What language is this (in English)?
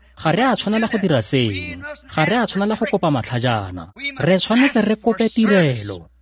Tswana